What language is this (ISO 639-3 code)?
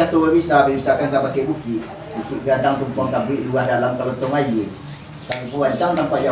min